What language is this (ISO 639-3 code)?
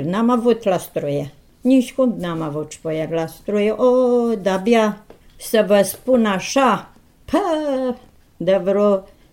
ron